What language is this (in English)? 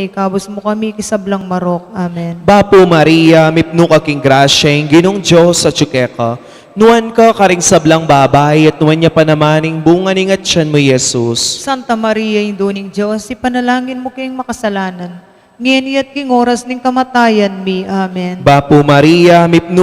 Pampanga